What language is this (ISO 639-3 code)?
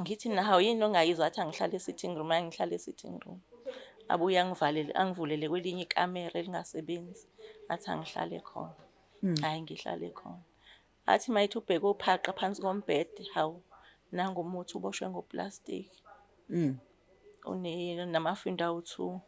zul